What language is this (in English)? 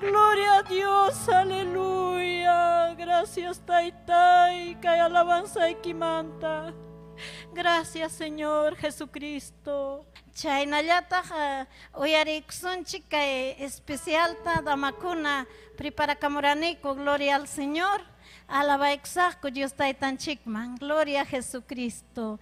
Ayacucho Quechua